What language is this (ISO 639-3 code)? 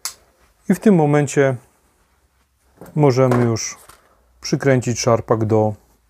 pol